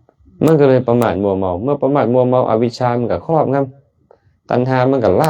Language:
Lao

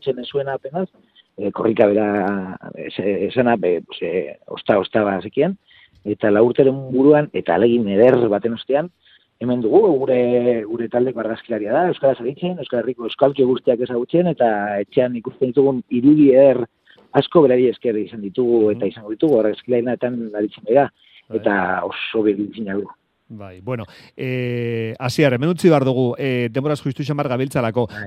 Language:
Basque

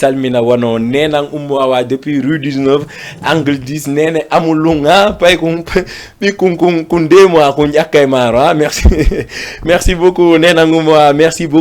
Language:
Fula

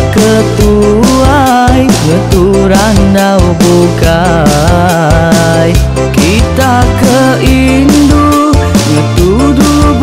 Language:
Iban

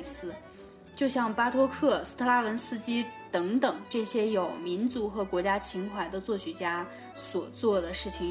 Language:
Chinese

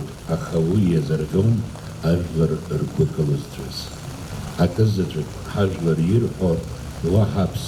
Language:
Abkhazian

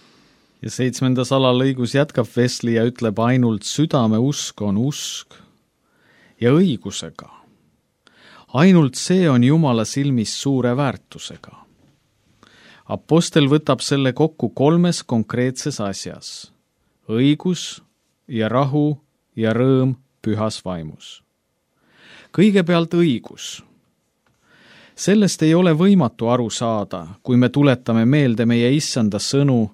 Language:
Estonian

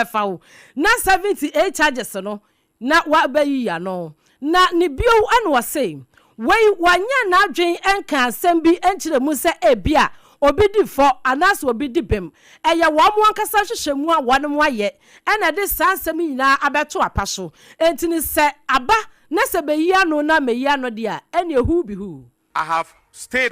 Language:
Akan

